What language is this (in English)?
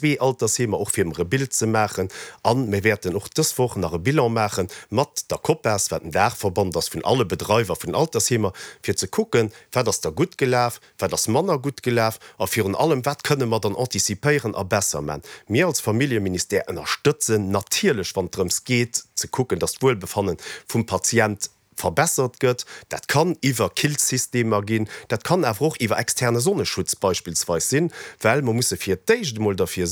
Luxembourgish